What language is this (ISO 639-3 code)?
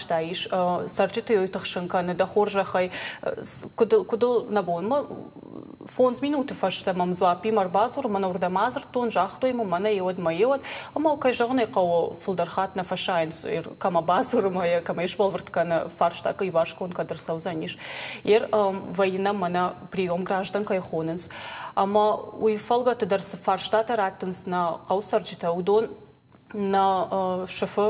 oss